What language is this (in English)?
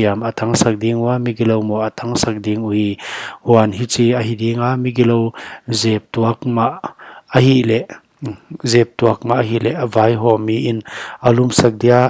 Paite Chin